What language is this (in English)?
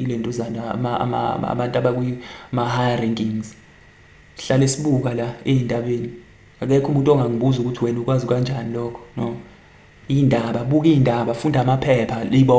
Zulu